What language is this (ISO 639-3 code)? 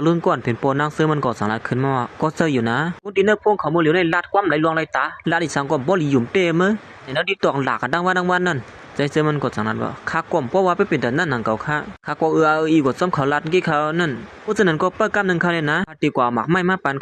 shn